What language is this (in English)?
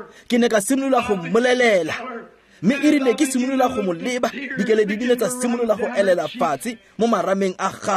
Tswana